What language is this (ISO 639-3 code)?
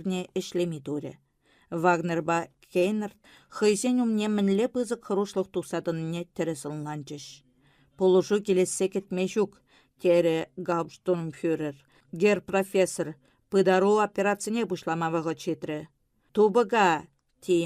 chv